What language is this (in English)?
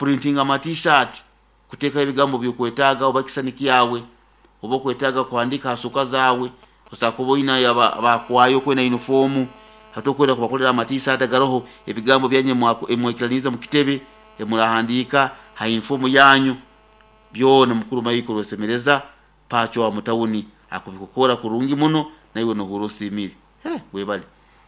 Nyoro